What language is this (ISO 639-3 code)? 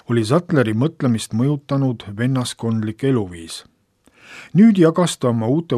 est